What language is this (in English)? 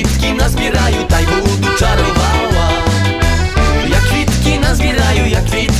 Ukrainian